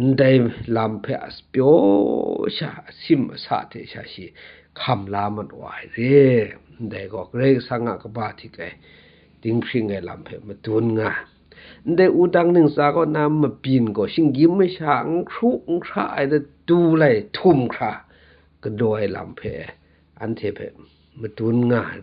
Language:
Kachin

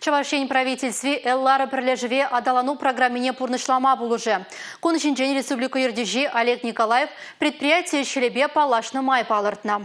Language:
Chuvash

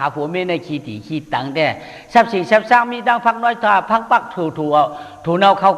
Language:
Shan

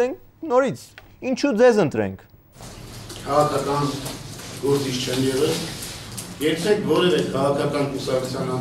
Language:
Armenian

